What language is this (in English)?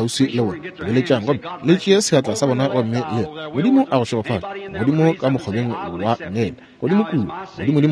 Northern Sotho